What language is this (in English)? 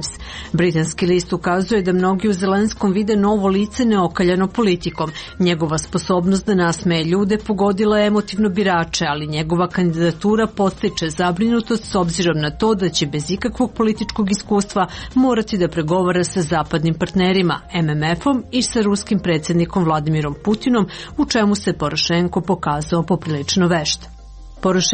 Serbian